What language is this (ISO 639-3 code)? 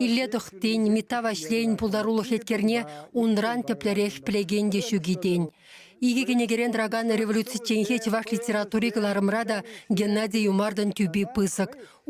chv